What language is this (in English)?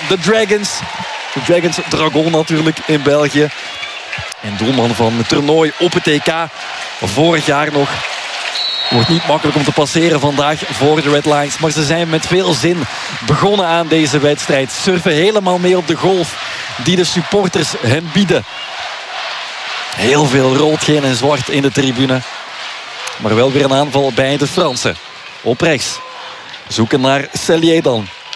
Dutch